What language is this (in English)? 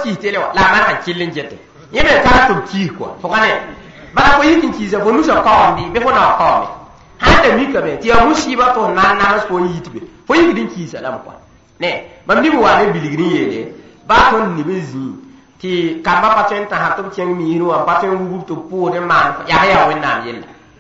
Mossi